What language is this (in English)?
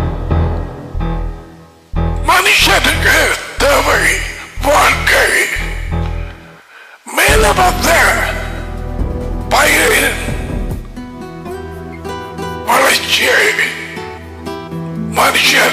Tamil